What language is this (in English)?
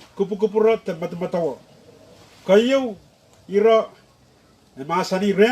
Pohnpeian